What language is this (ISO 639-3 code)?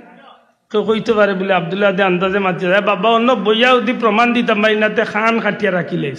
syl